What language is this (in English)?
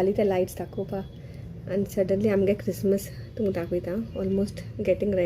Konkani